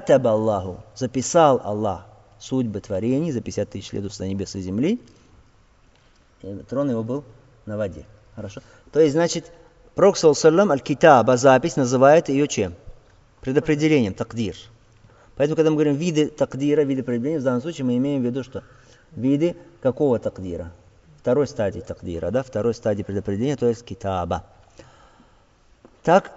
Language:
Russian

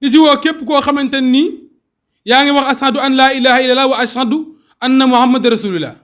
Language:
Wolof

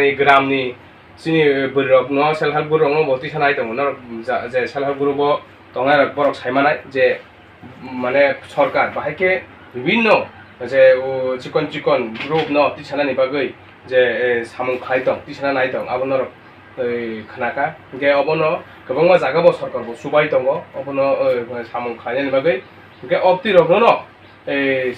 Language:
Kok Borok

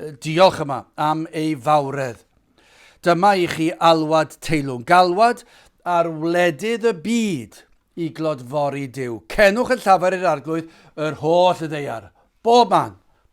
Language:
Welsh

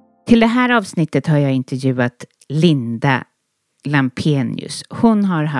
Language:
Swedish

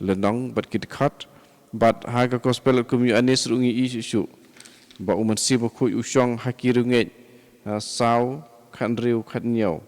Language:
Khasi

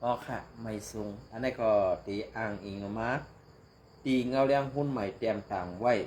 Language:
Shan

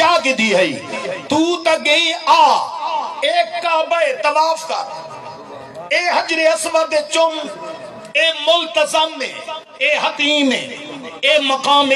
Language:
Saraiki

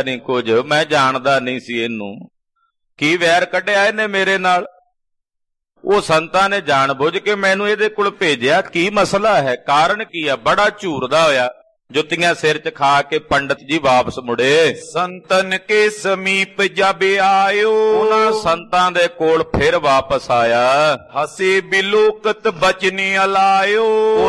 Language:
Punjabi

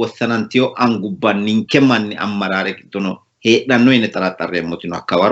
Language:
Sidamo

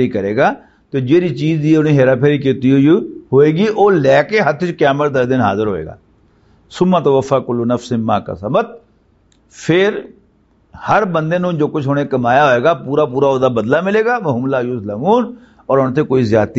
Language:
Western Panjabi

